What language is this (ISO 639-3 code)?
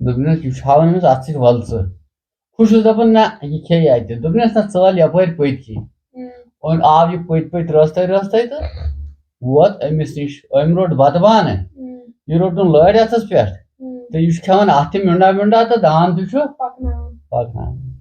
kas